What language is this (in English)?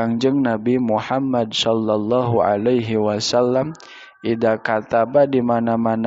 Sundanese